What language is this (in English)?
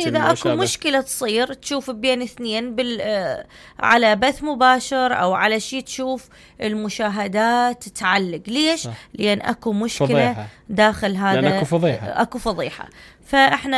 Mesopotamian Arabic